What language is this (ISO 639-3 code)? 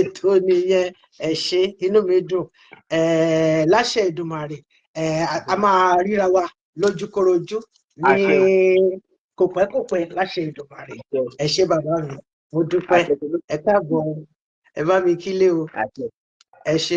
yor